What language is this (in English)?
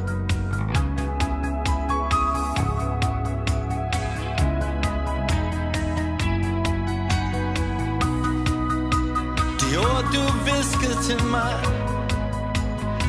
Danish